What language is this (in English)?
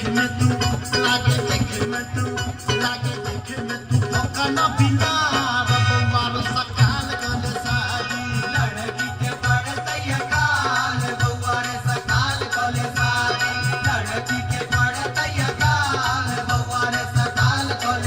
Maithili